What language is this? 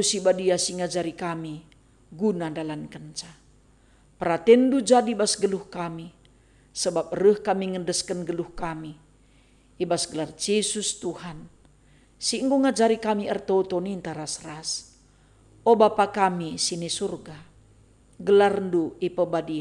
Batak Karo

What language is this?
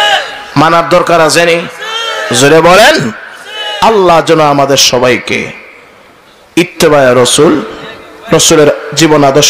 Bangla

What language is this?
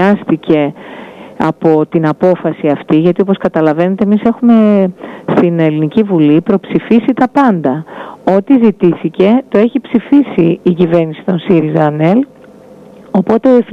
Greek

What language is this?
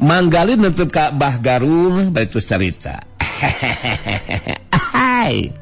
Sundanese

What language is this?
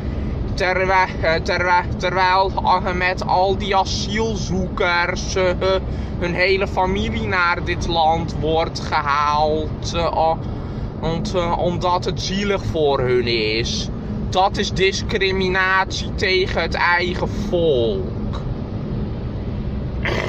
Dutch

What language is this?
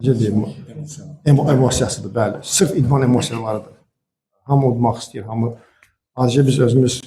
Azerbaijani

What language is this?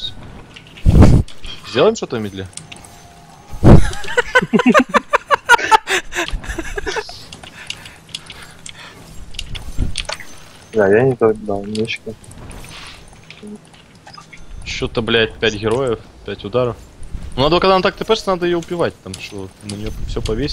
Russian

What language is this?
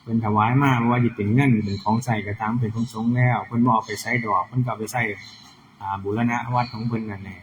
Northeastern Thai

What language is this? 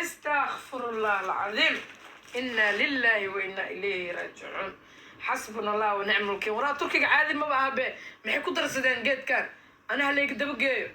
Somali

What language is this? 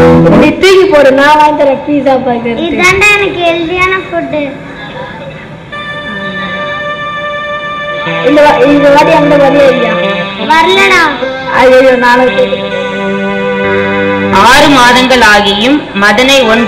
Tamil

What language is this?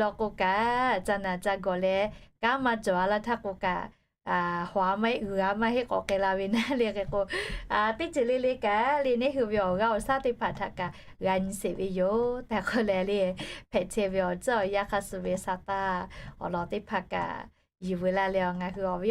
Lahu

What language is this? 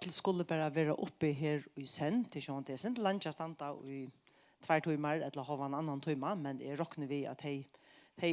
Faroese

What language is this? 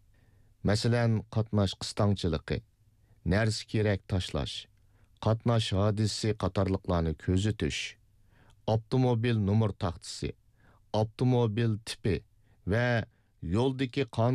Uyghur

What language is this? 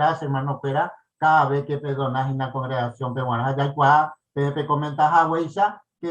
Guarani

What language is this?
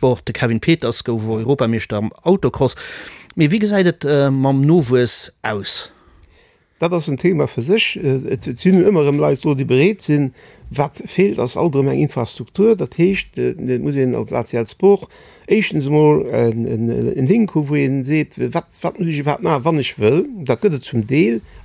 Luxembourgish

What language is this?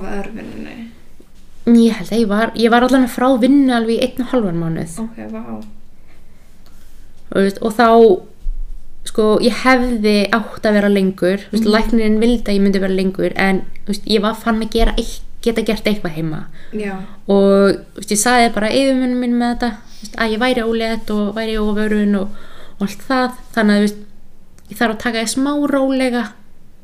Icelandic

